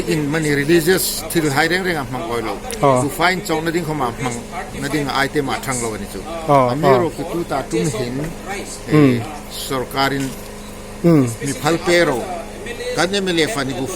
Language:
Hmar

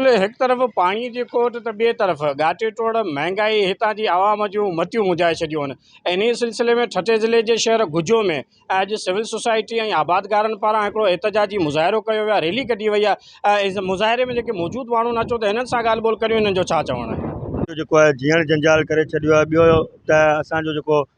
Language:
Sindhi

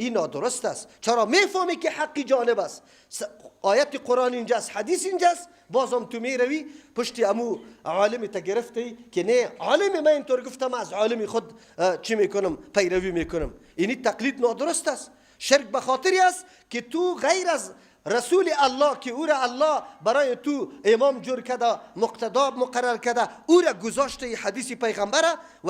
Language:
Persian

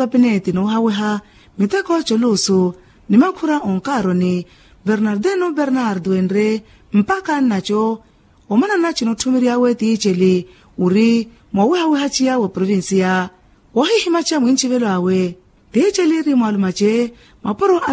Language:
Makhuwa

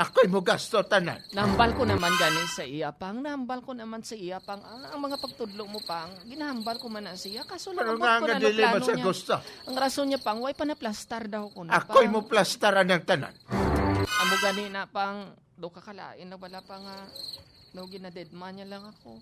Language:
Hiligaynon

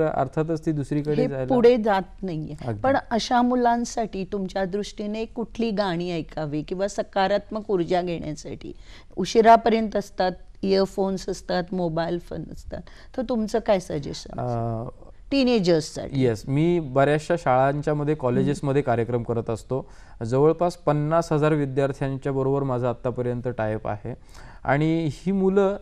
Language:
Marathi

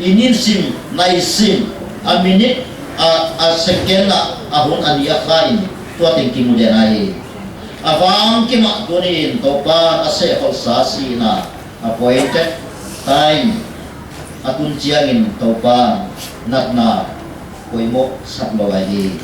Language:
Paite Chin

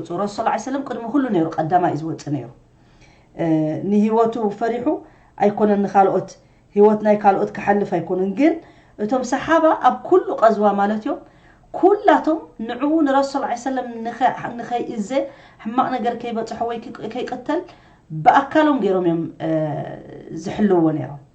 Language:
Tigrinya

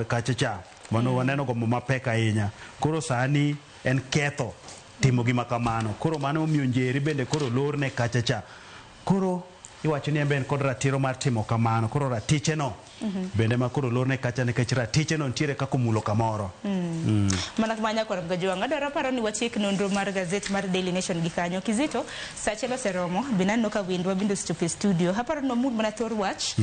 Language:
Luo (Kenya and Tanzania)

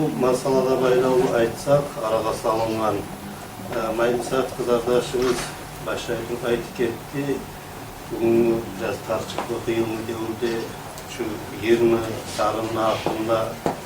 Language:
Kumyk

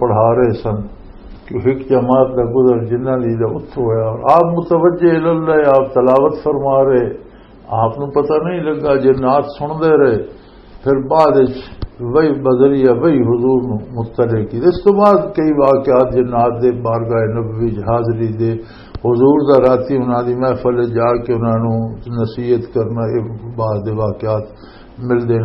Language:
Western Panjabi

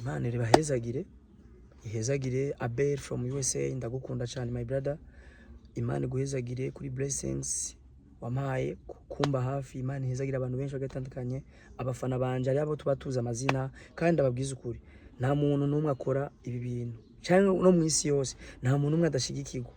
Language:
Rundi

